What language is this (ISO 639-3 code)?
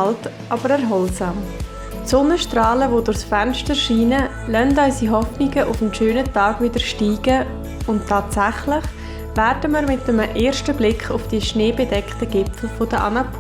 gsw